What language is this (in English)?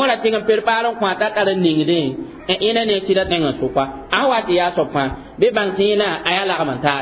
Mossi